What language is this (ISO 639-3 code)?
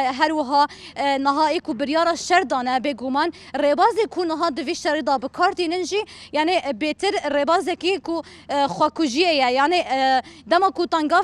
kur